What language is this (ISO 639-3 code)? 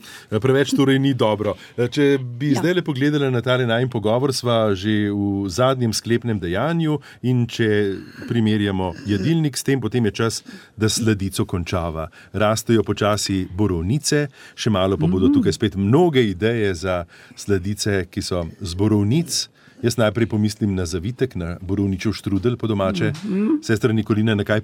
slv